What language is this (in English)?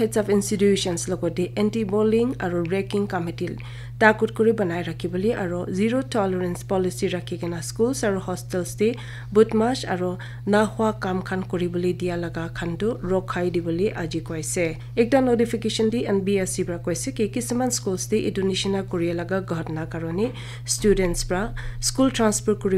Naga Pidgin